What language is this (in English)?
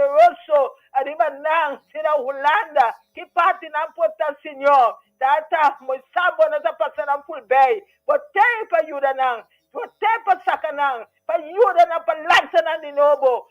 Papiamento